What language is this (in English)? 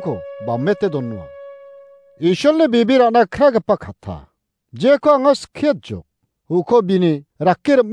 Garo